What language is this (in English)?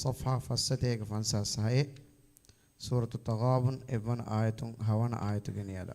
Divehi